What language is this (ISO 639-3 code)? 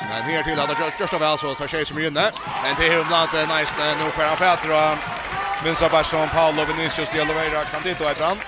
fao